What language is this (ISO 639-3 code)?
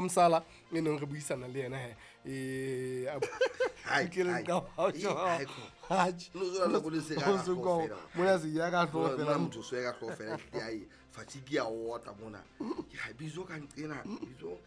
sot